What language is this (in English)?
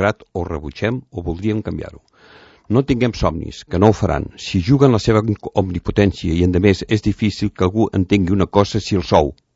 Catalan